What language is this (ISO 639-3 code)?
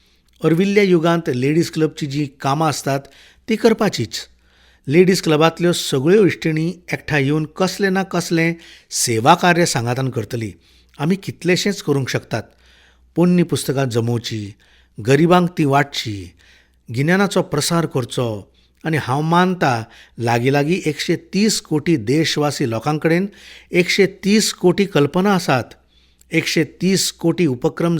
kok